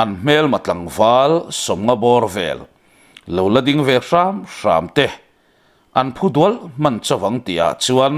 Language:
Mizo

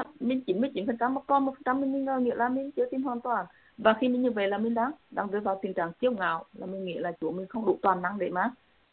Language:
Vietnamese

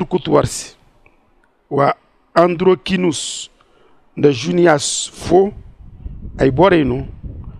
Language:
Zarma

